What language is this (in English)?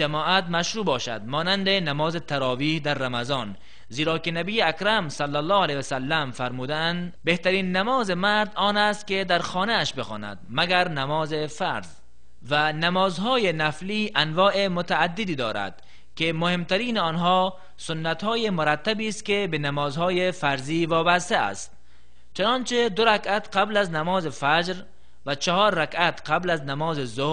Tajik